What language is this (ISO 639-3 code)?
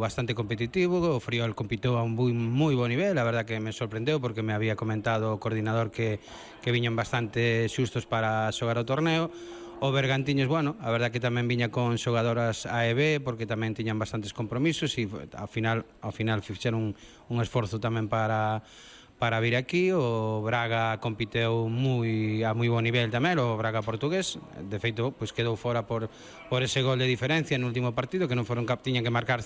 glg